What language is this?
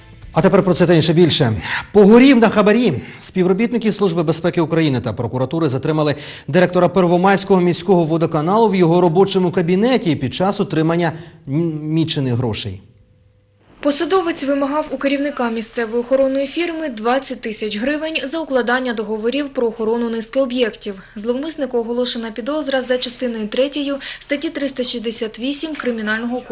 Ukrainian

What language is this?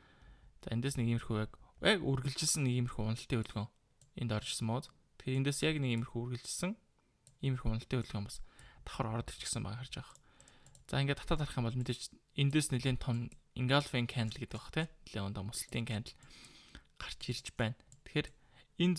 Mongolian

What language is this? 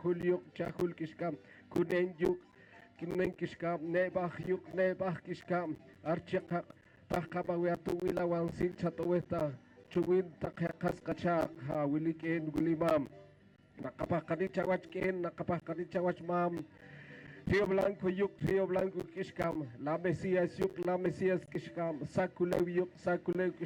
Poqomchi'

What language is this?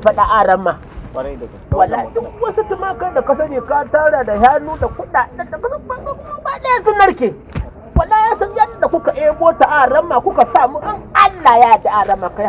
Hausa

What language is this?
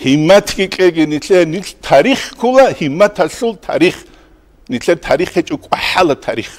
Avaric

